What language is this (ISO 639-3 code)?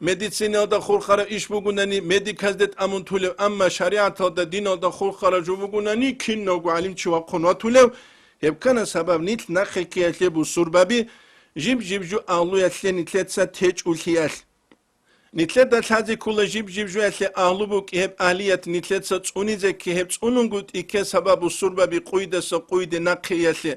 ava